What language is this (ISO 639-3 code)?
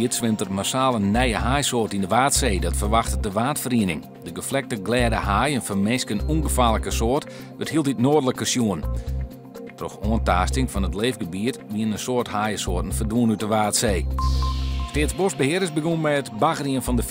fry